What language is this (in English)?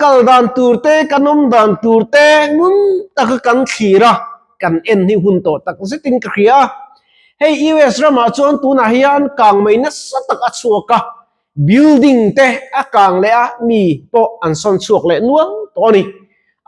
Mizo